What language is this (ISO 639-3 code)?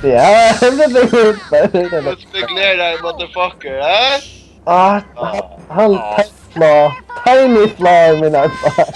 fao